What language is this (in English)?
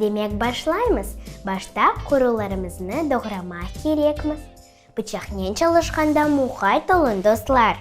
Crimean Tatar